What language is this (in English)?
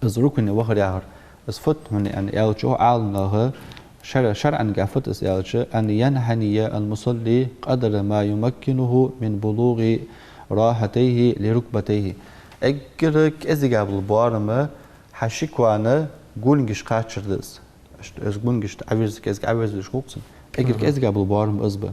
Ingush